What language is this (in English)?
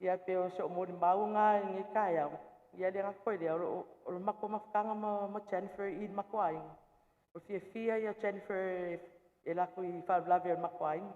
Samoan